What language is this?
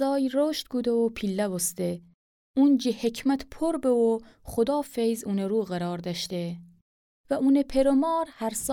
Gilaki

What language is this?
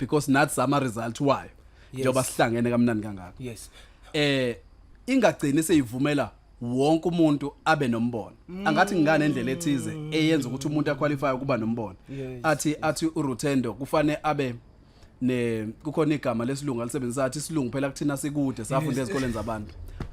Zulu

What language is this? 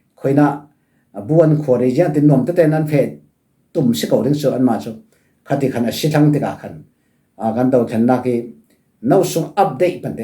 Falam Chin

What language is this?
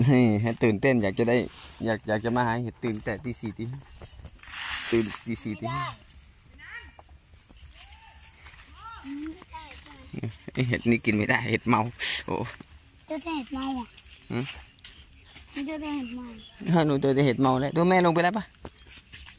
Thai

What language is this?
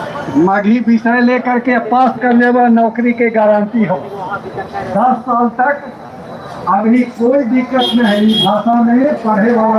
Magahi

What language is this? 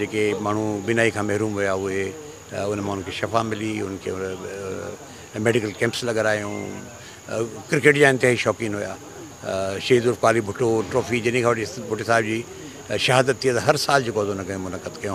Sindhi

